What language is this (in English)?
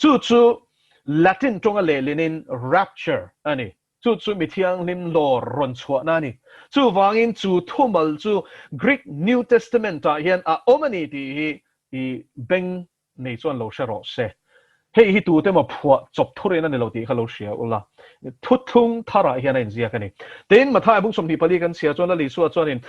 Mizo